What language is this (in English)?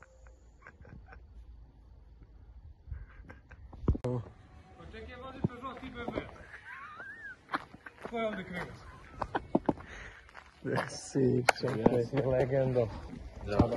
Croatian